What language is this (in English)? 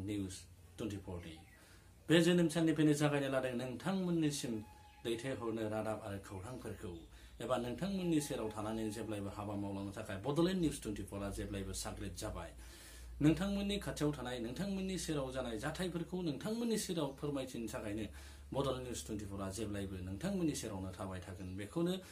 Bodo